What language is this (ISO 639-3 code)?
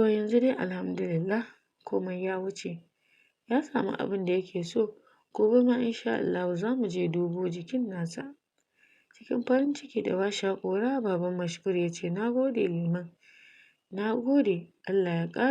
hau